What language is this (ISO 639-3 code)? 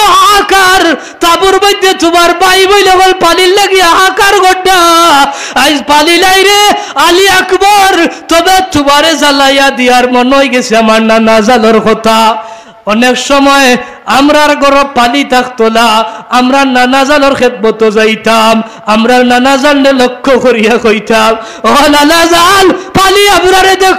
syl